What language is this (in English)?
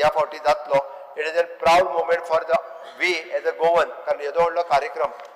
Konkani